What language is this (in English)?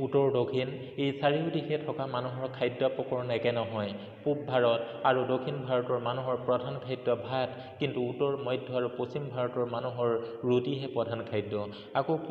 Assamese